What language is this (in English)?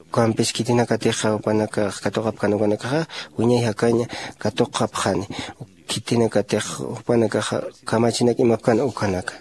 Aymara